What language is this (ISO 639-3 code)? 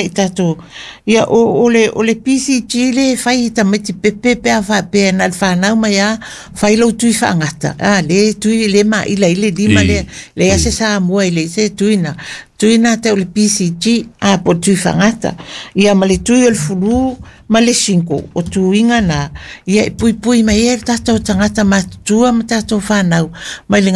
smo